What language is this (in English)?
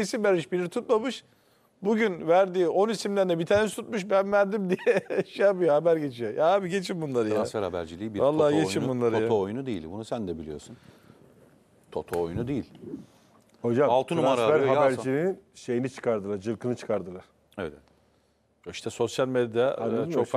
Turkish